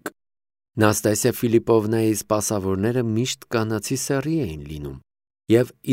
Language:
Armenian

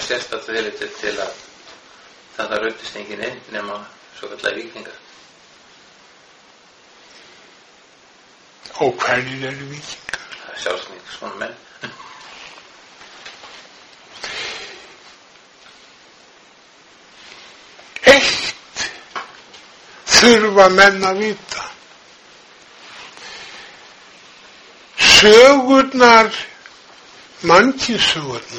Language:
Icelandic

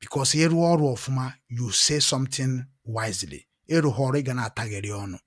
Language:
Igbo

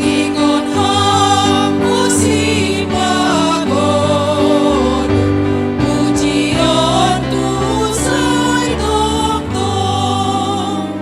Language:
Batak Simalungun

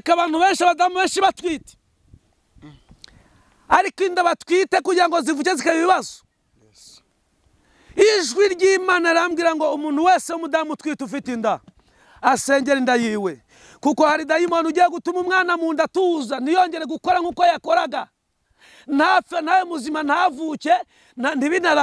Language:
Kinyarwanda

